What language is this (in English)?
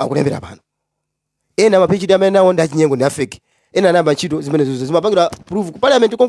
Nyanja